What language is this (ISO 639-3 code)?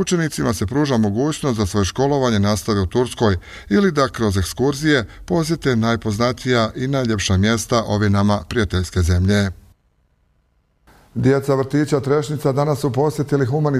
bos